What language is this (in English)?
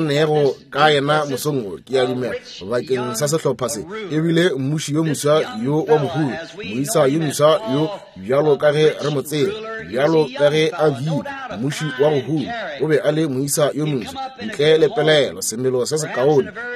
Northern Sotho